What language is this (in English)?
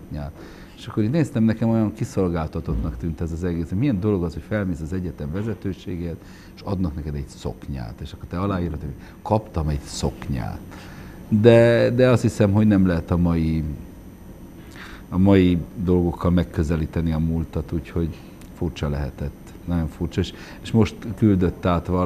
Hungarian